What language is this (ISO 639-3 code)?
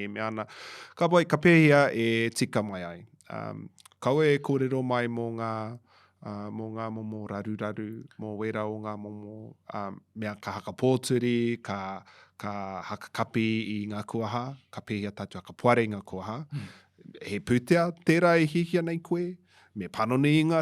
mri